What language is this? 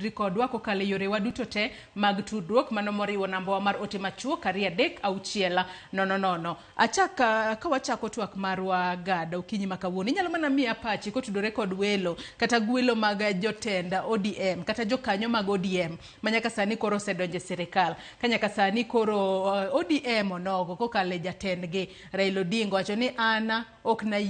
Luo (Kenya and Tanzania)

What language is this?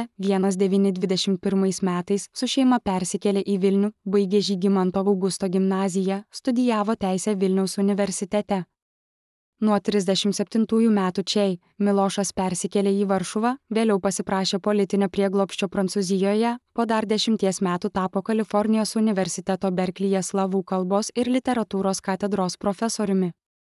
Lithuanian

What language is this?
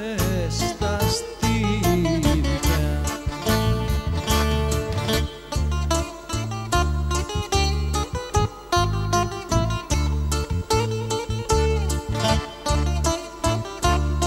Greek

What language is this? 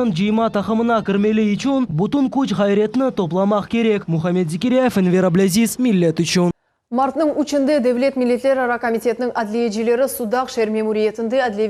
Crimean Tatar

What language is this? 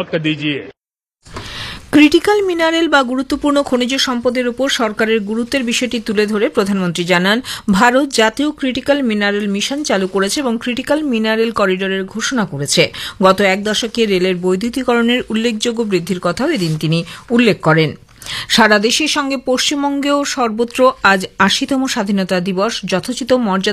Bangla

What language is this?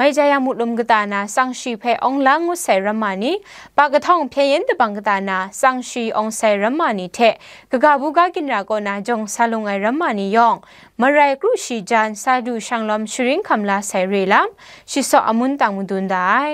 Kachin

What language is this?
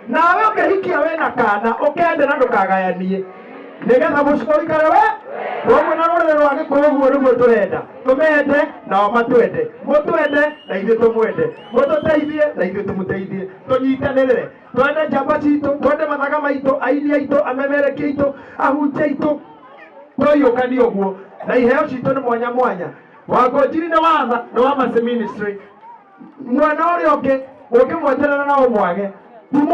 Kikuyu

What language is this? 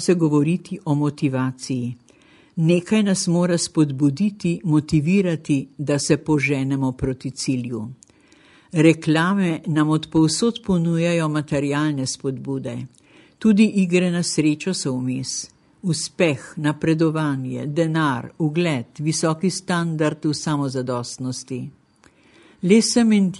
Slovenian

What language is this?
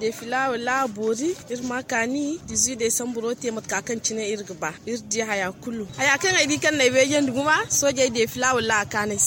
Zarma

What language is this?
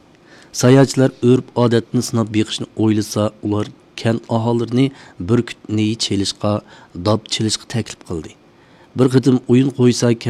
Uyghur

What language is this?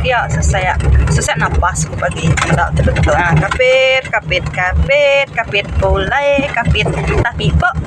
Iban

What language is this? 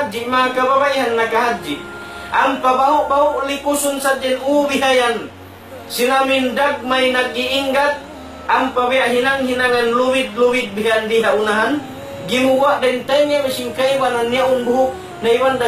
Tausug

